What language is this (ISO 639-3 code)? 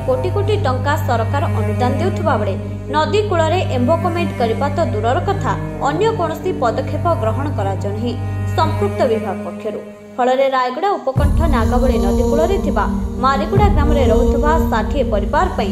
ori